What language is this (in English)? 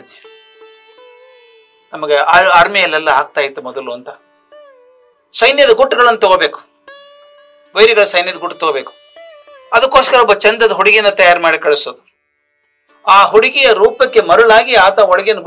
Kannada